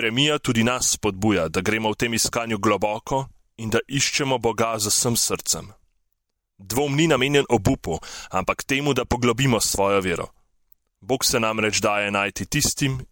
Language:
Slovenian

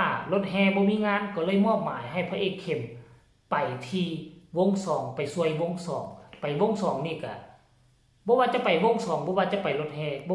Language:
Northeastern Thai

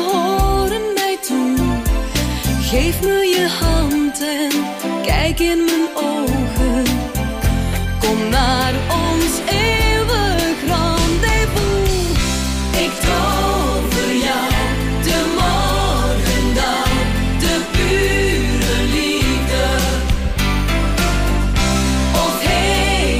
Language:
Dutch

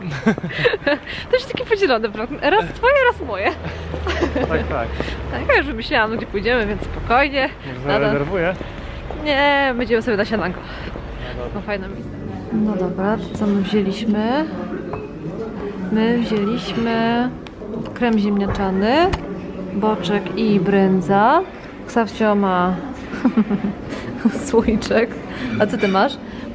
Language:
Polish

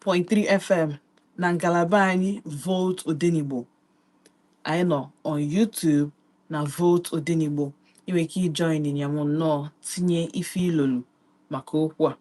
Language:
Igbo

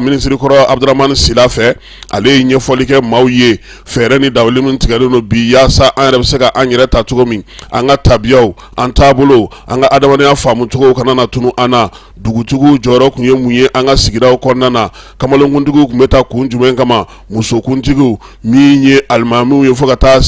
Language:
Bambara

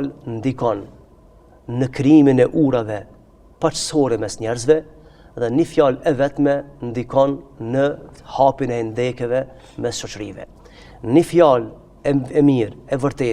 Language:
Albanian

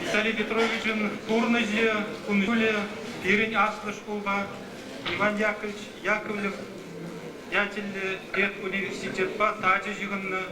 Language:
Chuvash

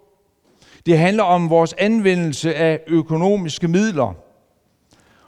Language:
Danish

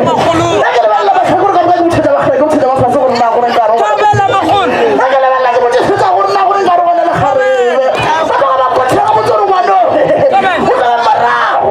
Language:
Northern Sotho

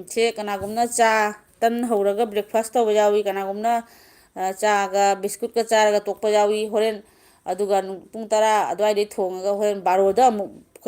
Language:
Manipuri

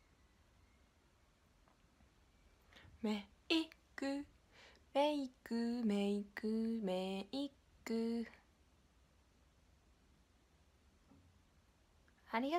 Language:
Japanese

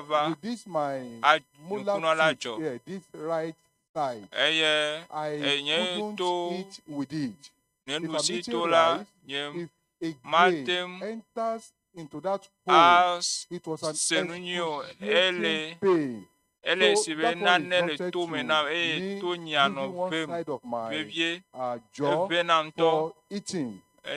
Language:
Ewe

